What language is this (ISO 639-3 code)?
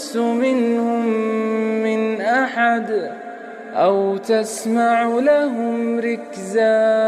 ara